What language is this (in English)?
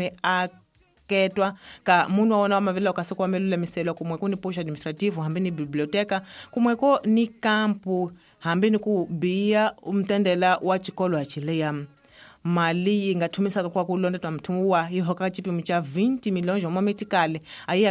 Tsonga